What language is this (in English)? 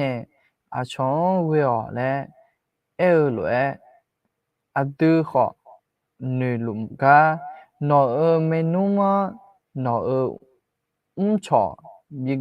Akha